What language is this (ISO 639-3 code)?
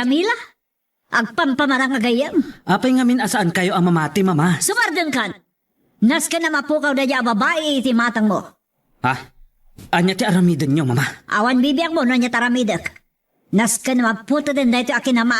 ilo